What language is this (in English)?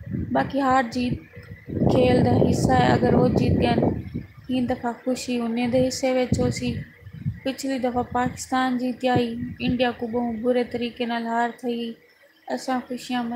Saraiki